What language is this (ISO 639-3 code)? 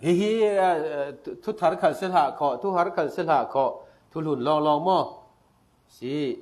cfm